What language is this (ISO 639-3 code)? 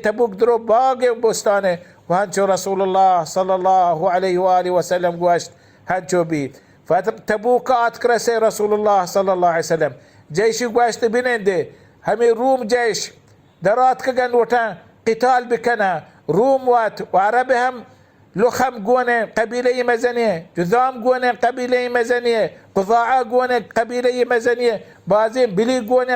bal